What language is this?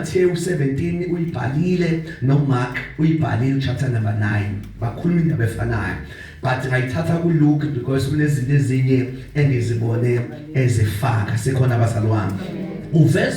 Zulu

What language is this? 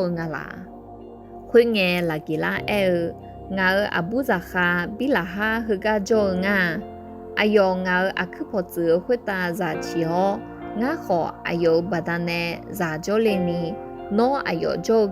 Akha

